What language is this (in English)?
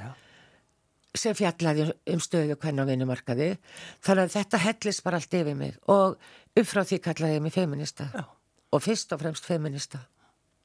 Icelandic